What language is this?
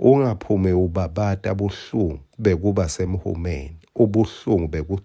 Swati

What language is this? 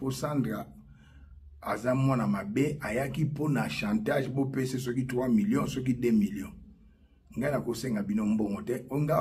Lingala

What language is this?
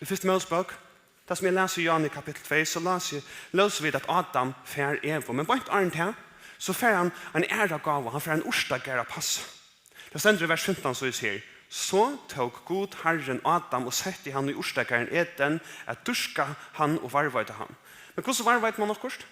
Faroese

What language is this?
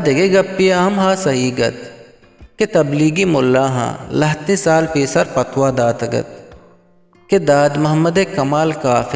Eastern Balochi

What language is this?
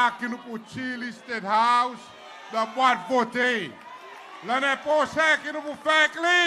Seselwa Creole French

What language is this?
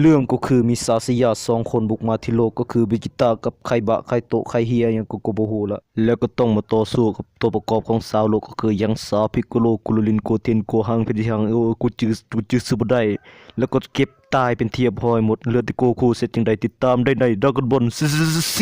Northeastern Thai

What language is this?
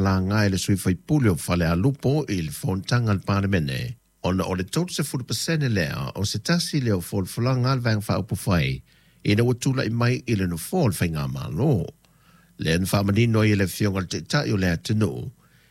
Samoan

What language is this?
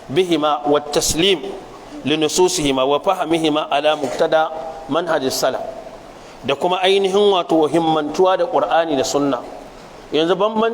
Hausa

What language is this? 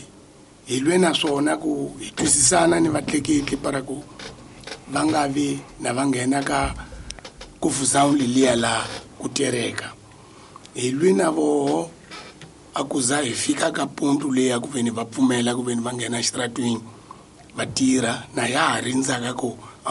Tsonga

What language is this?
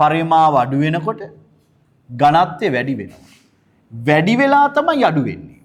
Sinhala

